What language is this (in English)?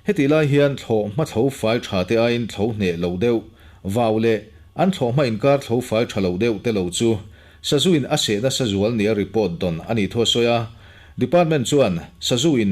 Mizo